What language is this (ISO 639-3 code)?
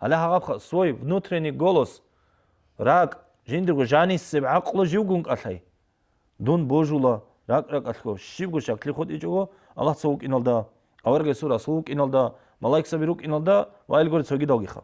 ava